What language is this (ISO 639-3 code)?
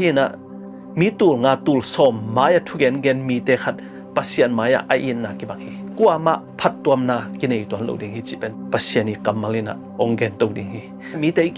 ctd